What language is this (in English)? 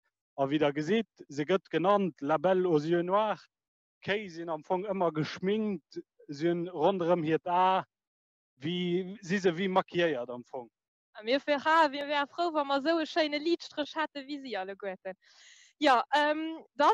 Luxembourgish